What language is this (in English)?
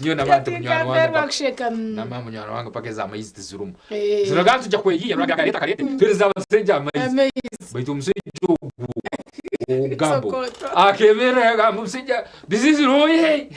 Nyankole